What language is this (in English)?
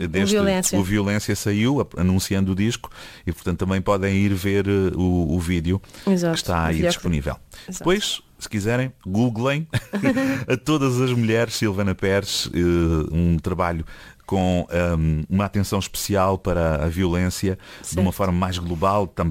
Portuguese